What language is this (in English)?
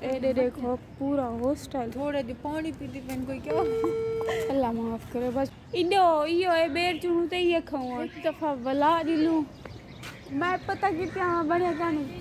Saraiki